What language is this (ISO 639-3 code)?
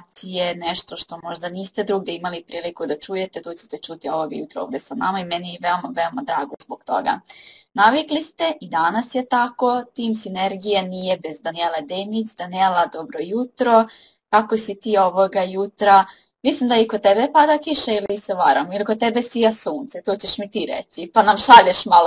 srp